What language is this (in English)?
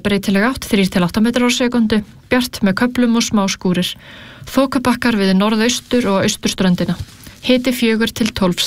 Icelandic